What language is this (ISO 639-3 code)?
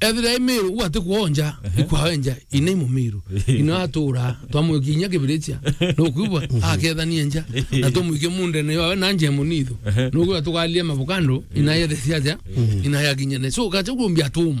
mer